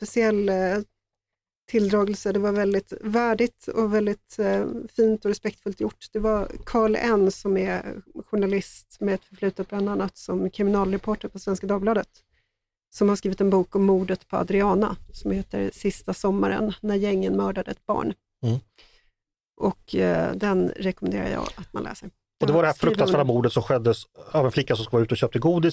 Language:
Swedish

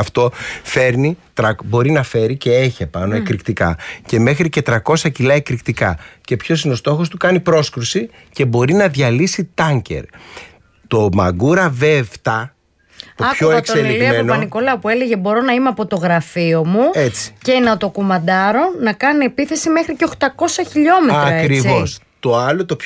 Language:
Greek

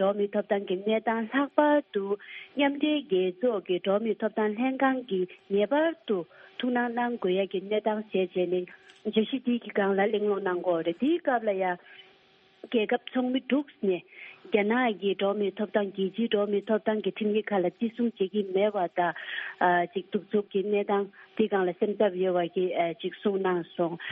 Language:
Tibetan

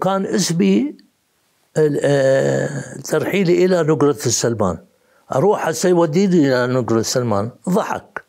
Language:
Mesopotamian Arabic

